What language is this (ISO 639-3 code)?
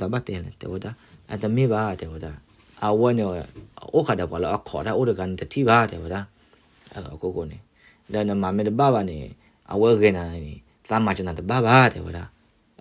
ksw